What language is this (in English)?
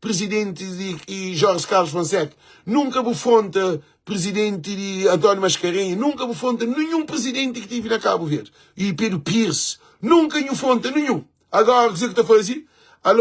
Kabuverdianu